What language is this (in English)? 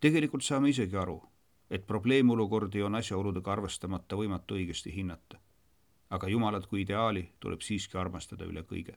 Estonian